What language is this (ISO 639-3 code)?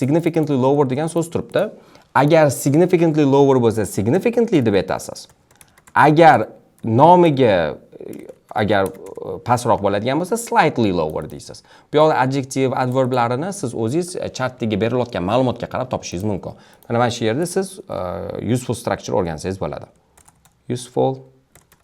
uzb